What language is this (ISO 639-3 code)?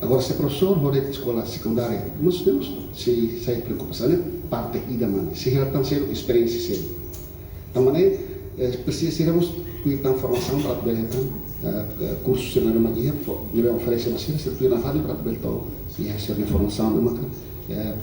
tet